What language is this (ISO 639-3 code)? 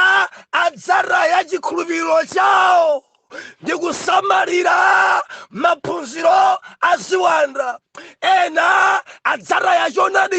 nya